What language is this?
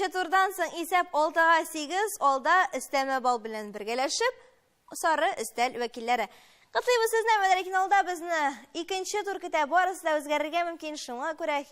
Tatar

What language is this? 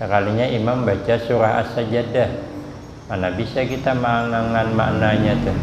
Banjar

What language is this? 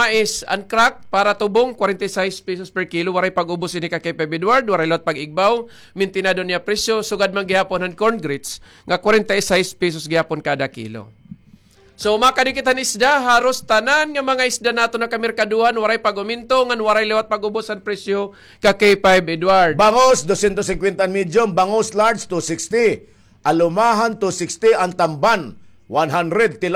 Waray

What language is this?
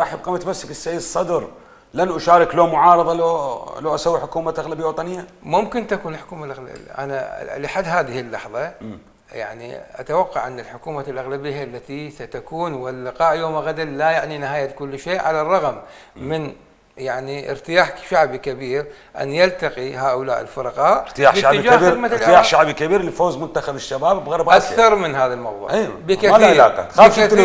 Mesopotamian Arabic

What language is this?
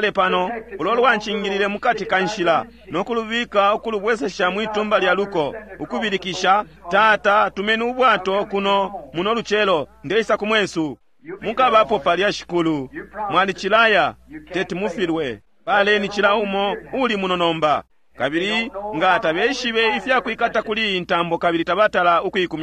Bemba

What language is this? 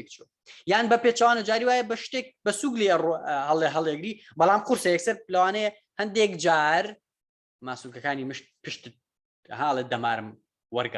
Central Kurdish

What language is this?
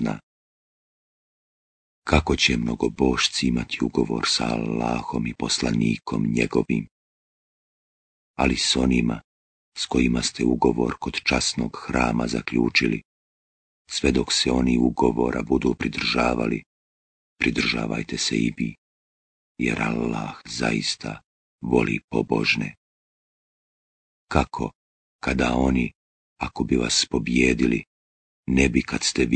Bosnian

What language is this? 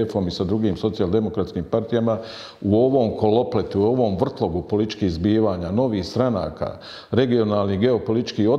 Bosnian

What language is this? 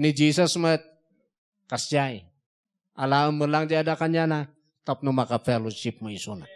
Iloko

